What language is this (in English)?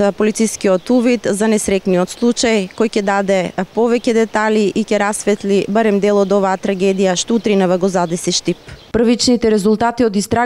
Macedonian